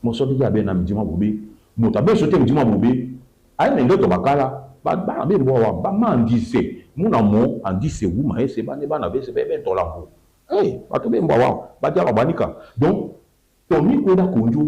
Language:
Duala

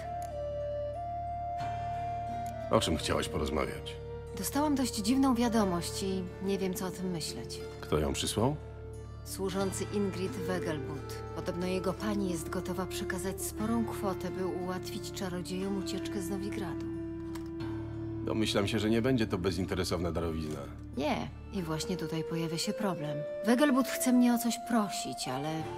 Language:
Polish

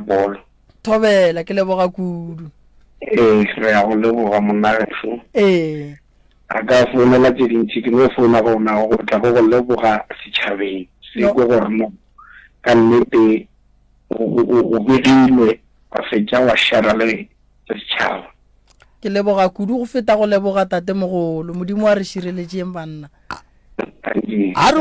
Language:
Northern Sotho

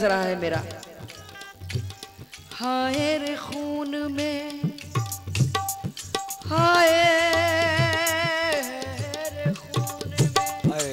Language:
Hindi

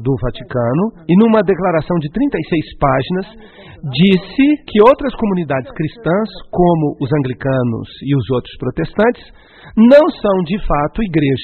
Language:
Portuguese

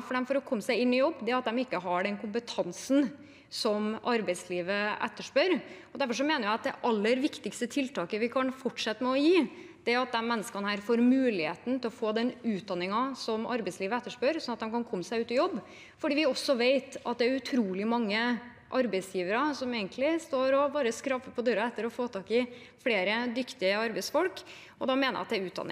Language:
Norwegian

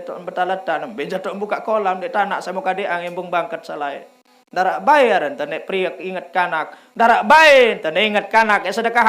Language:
Sasak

